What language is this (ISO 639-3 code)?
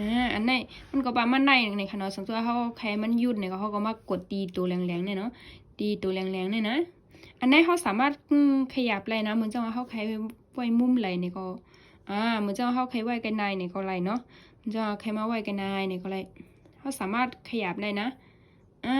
shn